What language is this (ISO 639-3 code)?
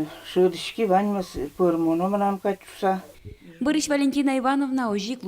udm